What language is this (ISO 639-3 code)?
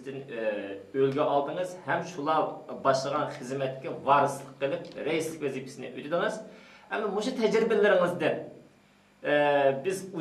uig